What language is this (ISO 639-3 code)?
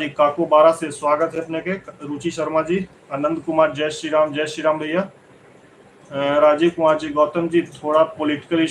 mag